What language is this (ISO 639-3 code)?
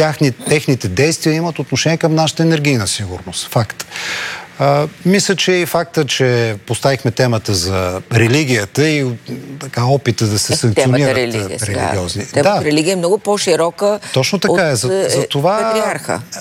bul